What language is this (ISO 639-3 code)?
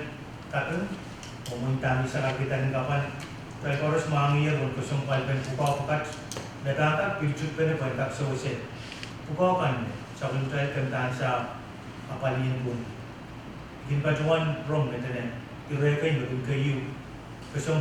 pon